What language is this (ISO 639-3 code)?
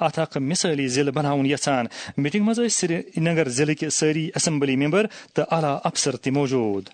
kas